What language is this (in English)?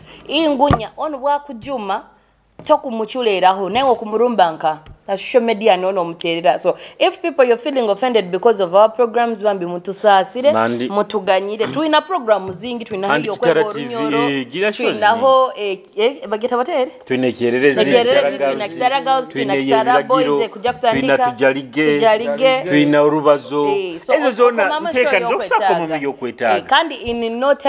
Nyoro